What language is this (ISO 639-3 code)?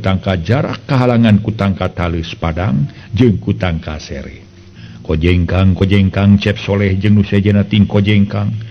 sun